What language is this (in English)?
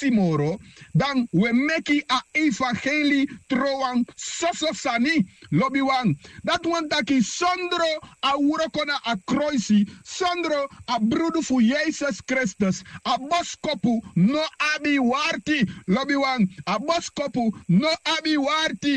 Sranan Tongo